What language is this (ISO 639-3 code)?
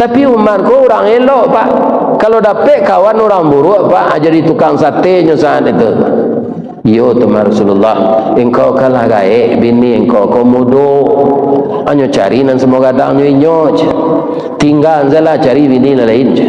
min